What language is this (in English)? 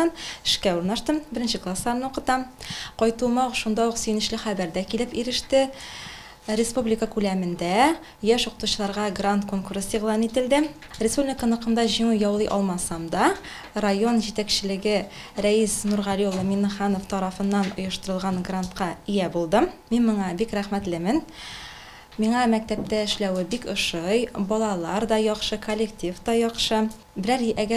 Tatar